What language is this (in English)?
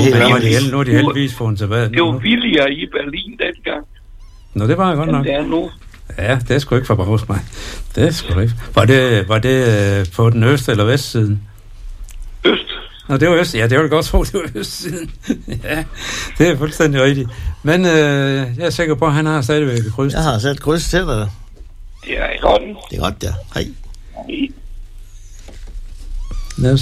Danish